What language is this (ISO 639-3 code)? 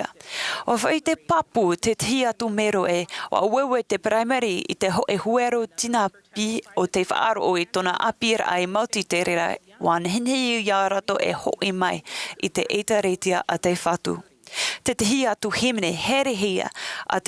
tah